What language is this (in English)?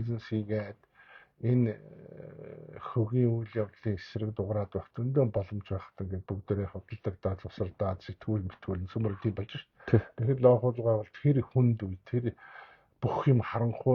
Mongolian